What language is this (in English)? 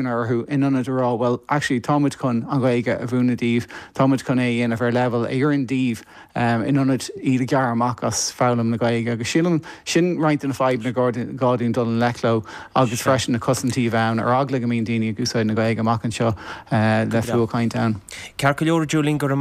Irish